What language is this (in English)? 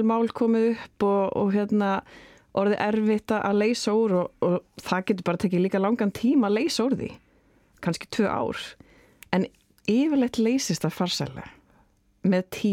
Icelandic